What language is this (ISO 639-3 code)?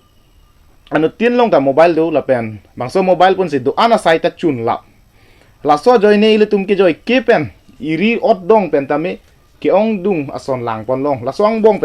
mjw